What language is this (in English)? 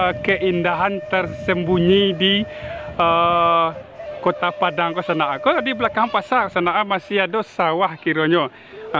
Minangkabau